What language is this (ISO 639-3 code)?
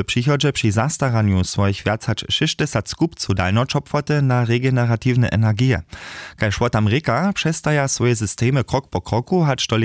hsb